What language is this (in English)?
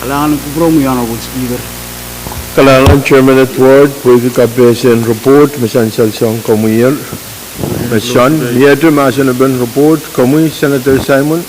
Pohnpeian